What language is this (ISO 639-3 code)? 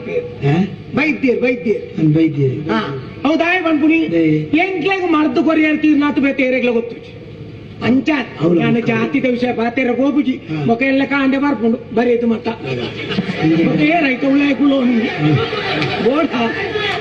tcy